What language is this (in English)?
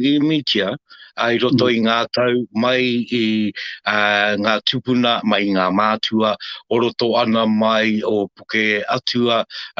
Māori